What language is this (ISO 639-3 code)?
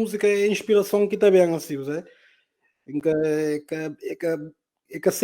kea